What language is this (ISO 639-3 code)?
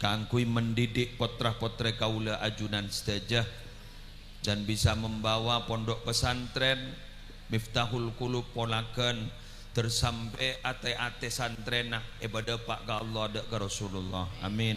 mad